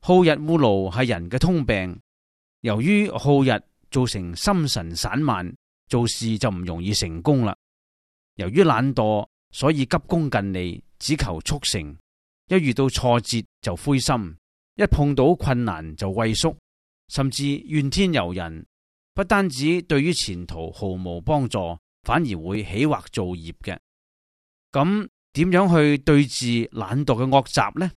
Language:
Cantonese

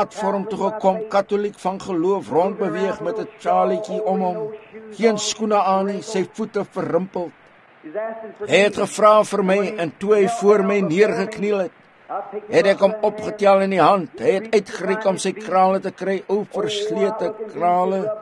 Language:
Afrikaans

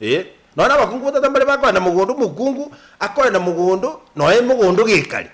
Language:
Gusii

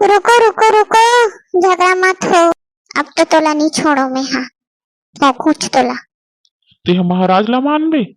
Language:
Chhattisgarhi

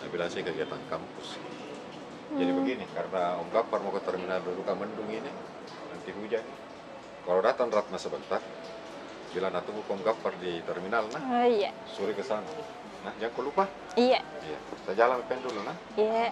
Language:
Makassar Malay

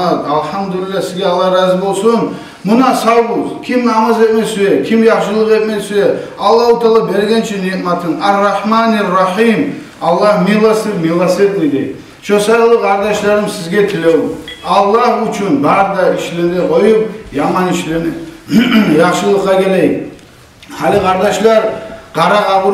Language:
Kumyk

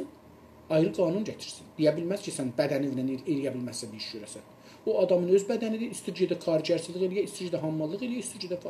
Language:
South Azerbaijani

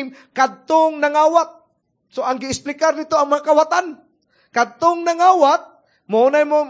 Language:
Cebuano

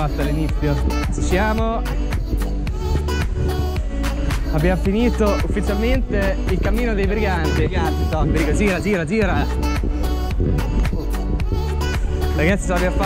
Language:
Italian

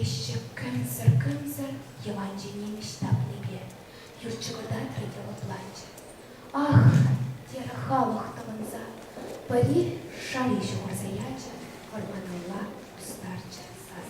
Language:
Chuvash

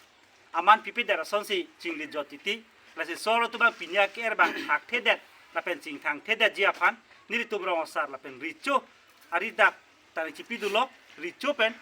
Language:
Karbi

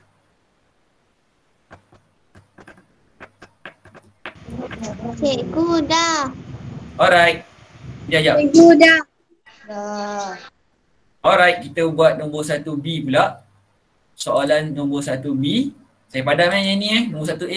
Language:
Malay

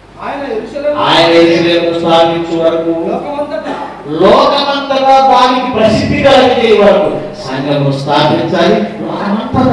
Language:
Telugu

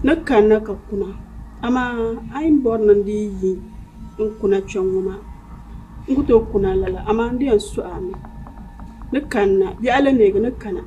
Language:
Dagbani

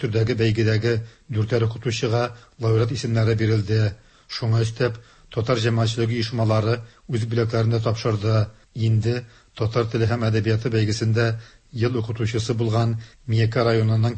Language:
Tatar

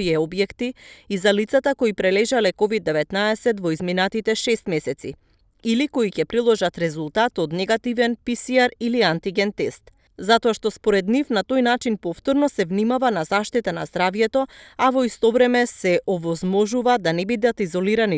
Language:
Macedonian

